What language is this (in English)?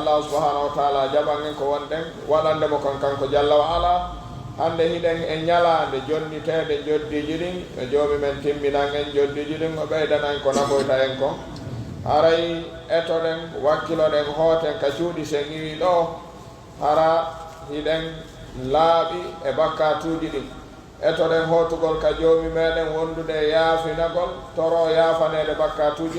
Pular